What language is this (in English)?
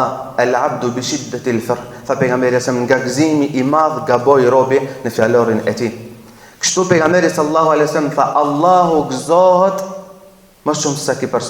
Albanian